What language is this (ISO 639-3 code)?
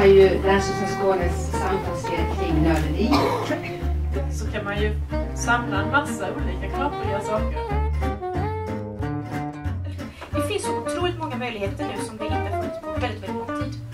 swe